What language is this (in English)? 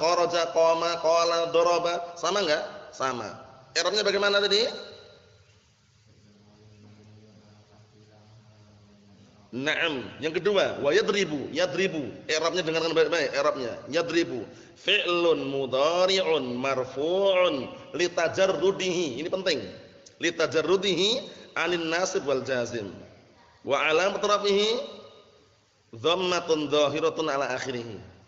Indonesian